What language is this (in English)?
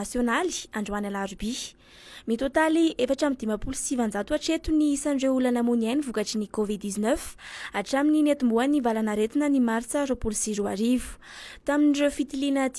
Malagasy